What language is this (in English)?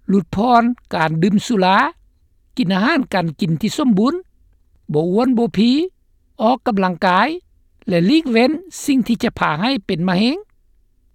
Lao